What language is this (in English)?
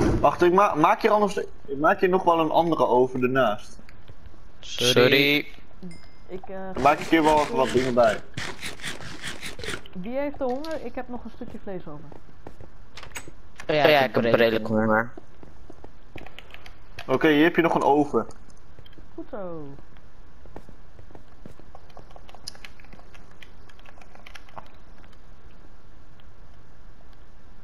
Dutch